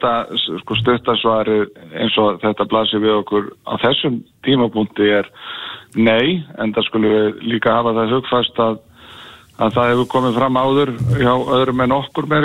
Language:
Icelandic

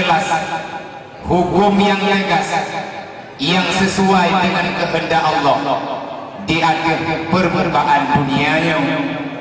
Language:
Achinese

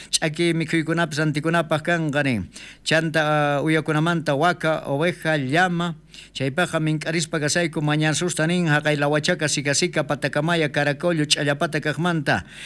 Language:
South Bolivian Quechua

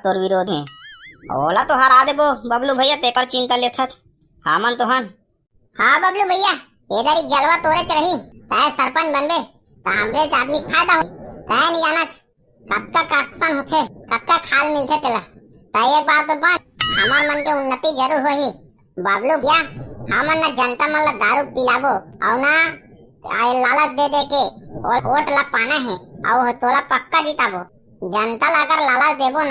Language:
Chhattisgarhi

